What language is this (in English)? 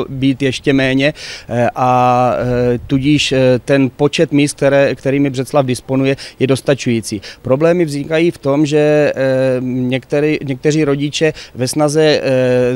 Czech